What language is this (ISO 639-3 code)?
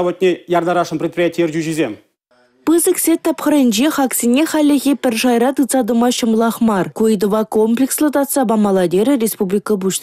chv